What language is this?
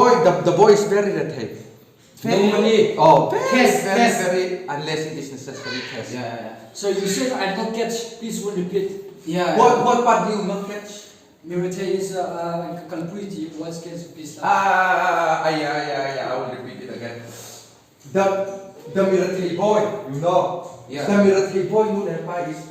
Mizo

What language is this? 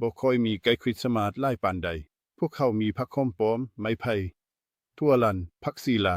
Lao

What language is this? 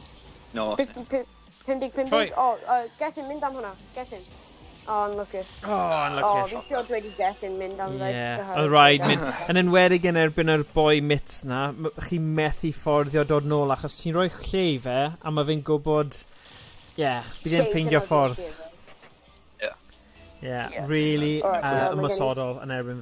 Welsh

